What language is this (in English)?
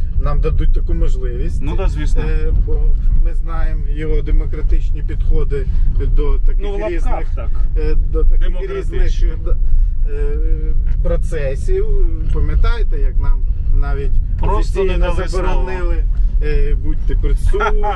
Ukrainian